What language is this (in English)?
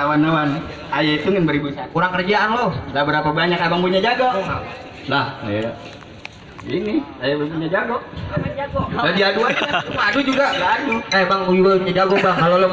Betawi